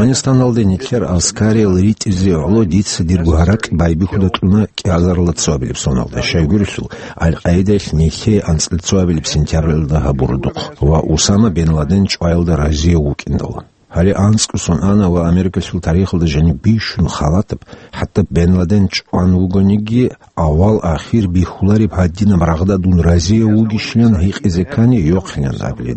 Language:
Avaric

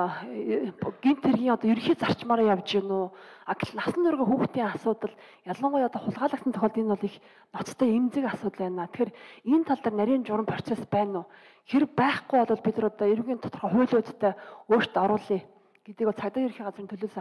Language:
Mongolian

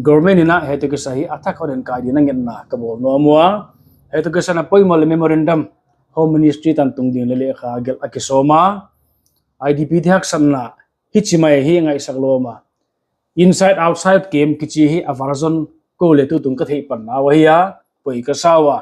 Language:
Paite Chin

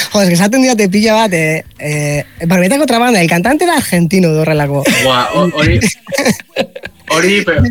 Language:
Basque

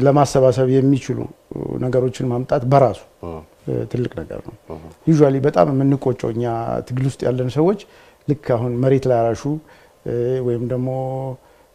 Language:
Amharic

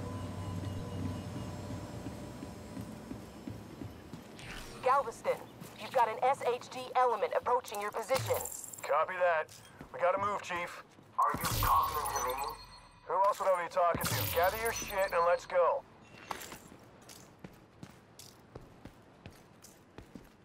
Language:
English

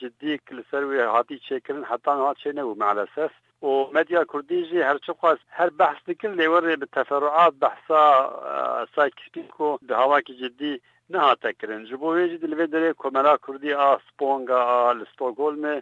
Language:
Kurdish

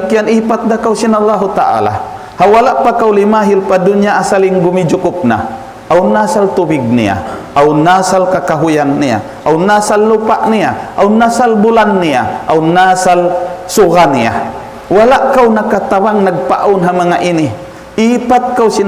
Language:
Tausug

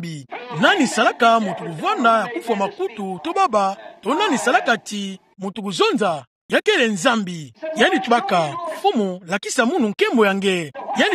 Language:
Kituba (Democratic Republic of Congo)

